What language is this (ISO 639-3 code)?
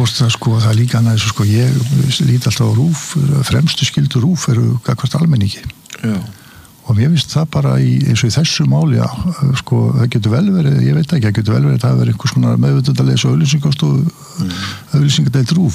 isl